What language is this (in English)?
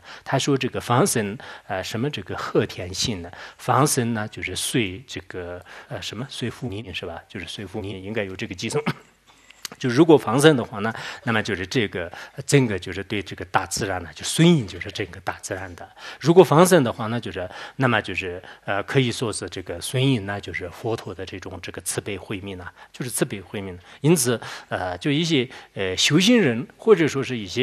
Chinese